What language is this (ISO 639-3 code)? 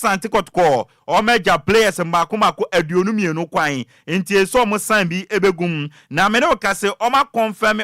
aka